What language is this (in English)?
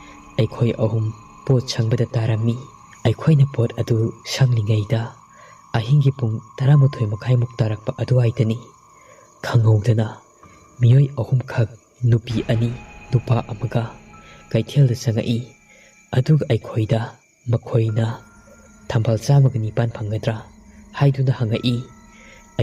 Manipuri